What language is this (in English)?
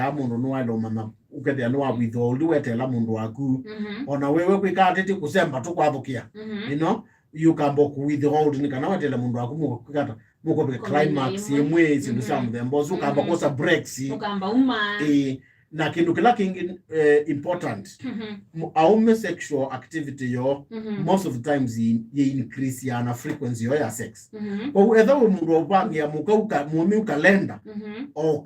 Kamba